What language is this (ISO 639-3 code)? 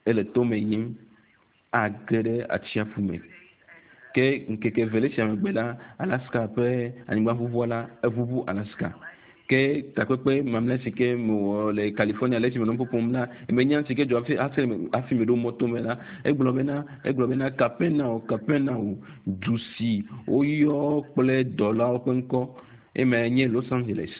ewe